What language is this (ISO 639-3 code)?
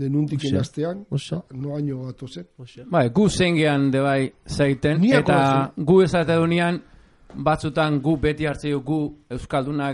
eus